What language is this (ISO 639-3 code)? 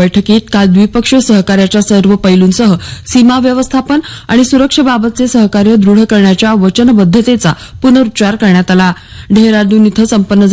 mar